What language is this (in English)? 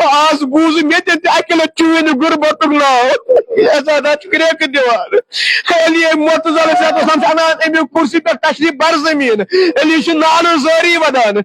Kashmiri